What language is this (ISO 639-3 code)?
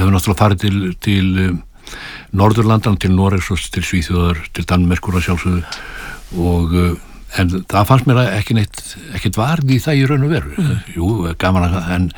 isl